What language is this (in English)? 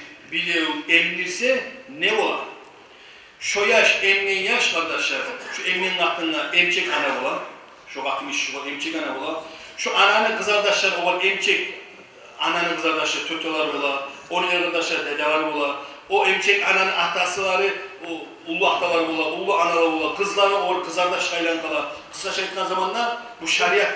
Kumyk